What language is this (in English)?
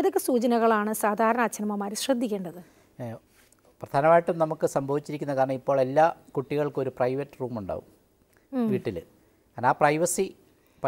Malayalam